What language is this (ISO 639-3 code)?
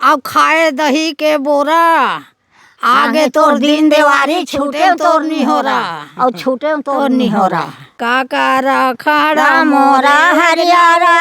hne